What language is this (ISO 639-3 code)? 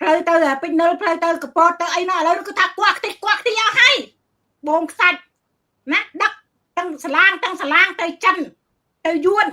khm